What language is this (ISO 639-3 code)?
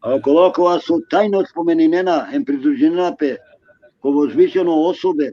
rmn